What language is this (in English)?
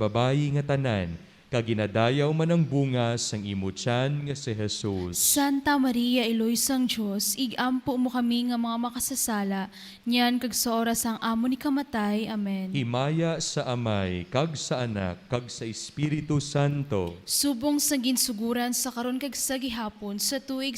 Hiligaynon